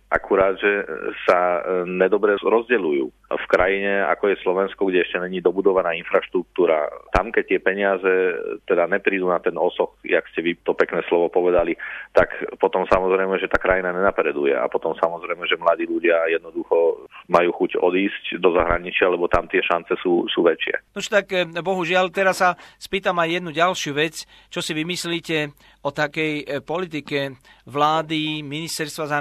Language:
Slovak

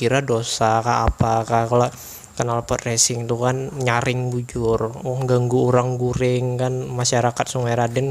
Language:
Banjar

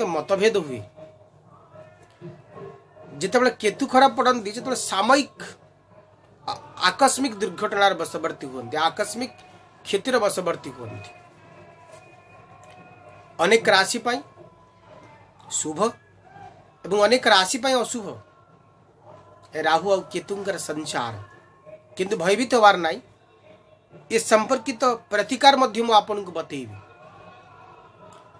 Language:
Odia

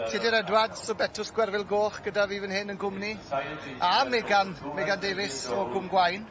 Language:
Welsh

